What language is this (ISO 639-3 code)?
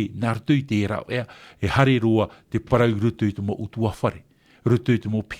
tah